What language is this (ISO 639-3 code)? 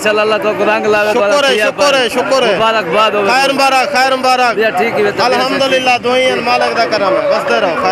skr